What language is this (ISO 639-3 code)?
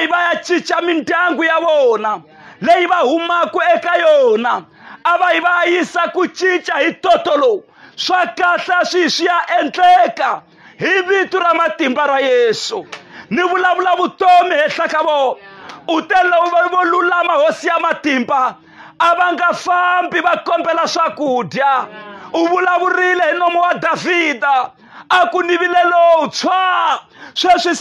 tso